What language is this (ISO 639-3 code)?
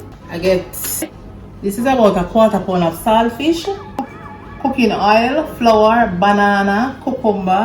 jam